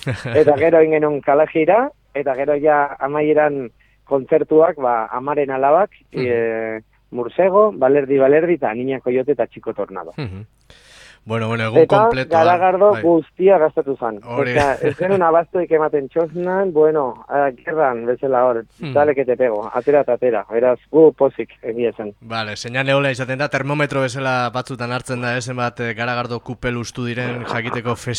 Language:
Basque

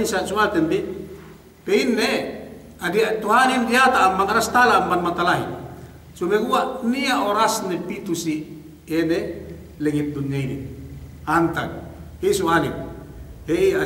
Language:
Yakan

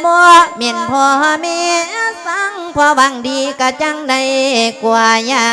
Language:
Lao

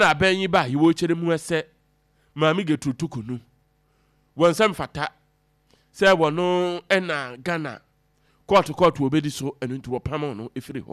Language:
Akan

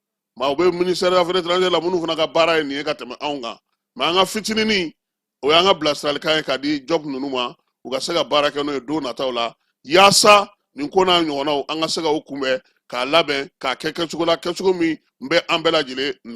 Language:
Bambara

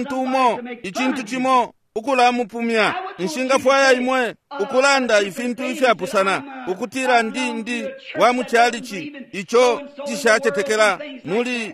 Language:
Bemba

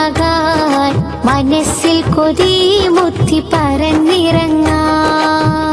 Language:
Malayalam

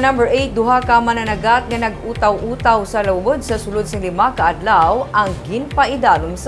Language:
Hiligaynon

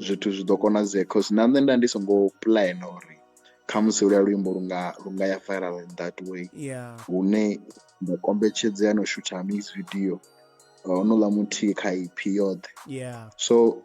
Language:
Venda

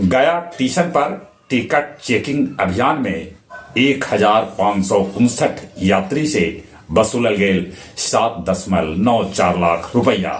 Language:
Magahi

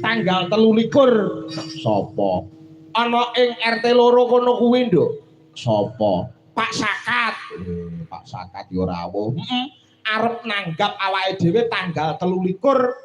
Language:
Javanese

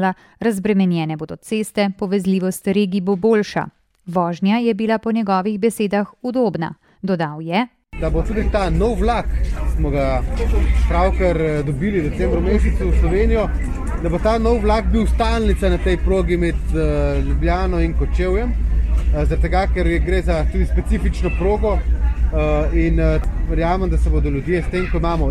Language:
Slovenian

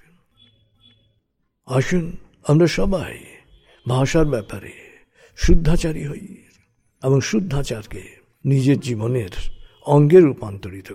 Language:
Bangla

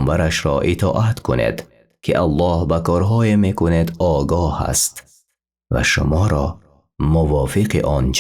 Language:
Tajik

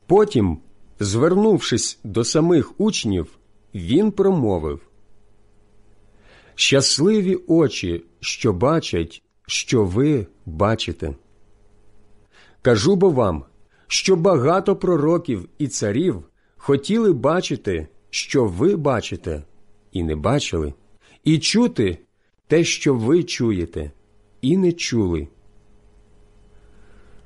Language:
Ukrainian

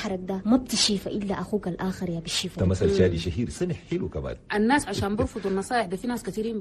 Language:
Chadian Arabic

